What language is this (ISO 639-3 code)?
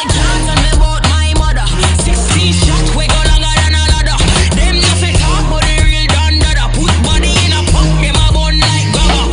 nmf